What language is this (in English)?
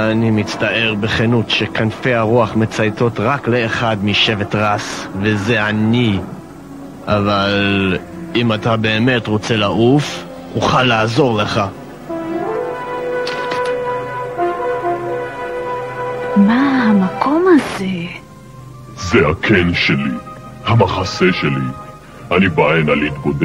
Hebrew